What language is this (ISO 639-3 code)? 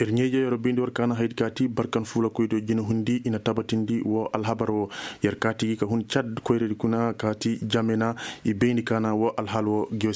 ses